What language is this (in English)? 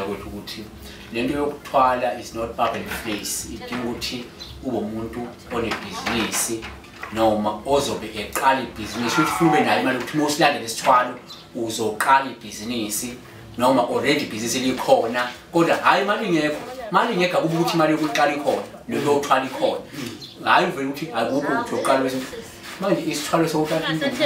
Zulu